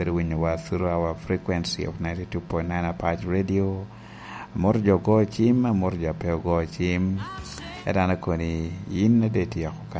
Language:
Lango (Uganda)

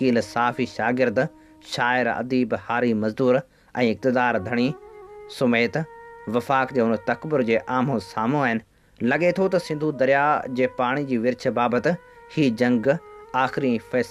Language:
Sindhi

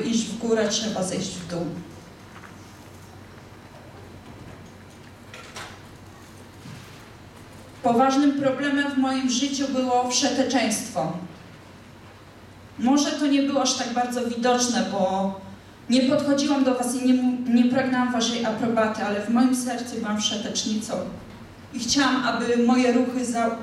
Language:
Polish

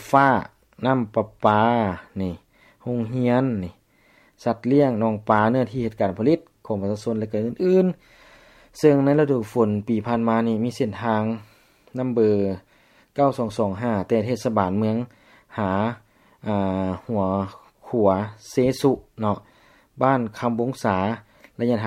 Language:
Lao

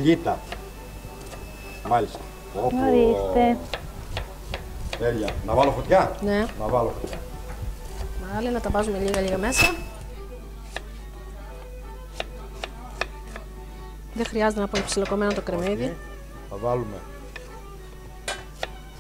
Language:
Greek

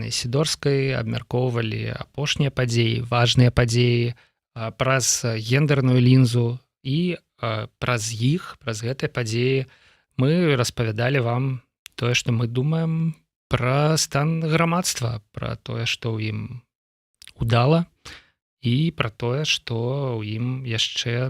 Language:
Belarusian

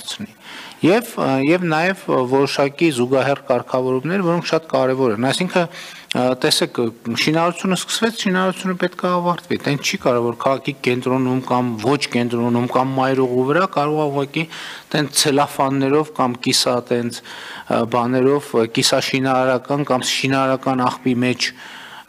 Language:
Armenian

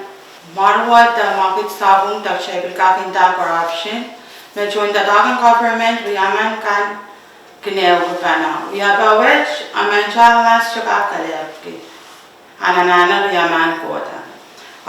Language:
Pohnpeian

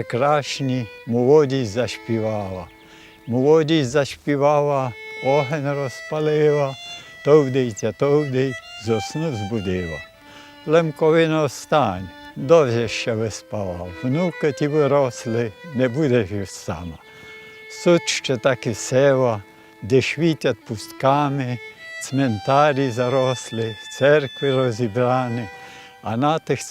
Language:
Rusyn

